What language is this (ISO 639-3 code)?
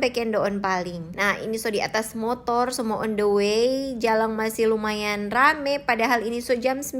xmm